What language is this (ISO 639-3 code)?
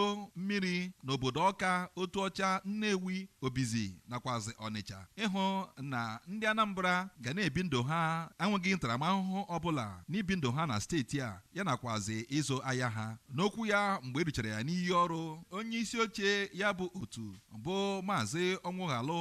ibo